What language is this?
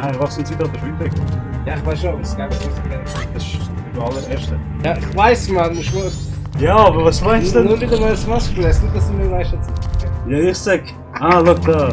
Swiss German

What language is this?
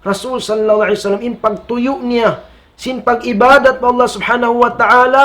Tausug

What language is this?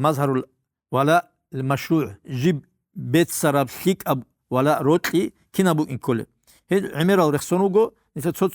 Avaric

